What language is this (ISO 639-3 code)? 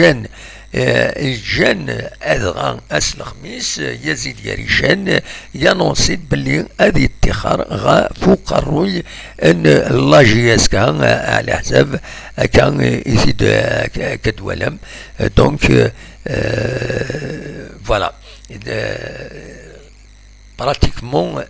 kab